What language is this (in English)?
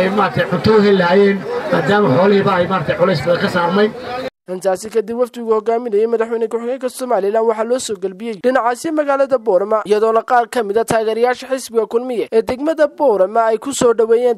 Somali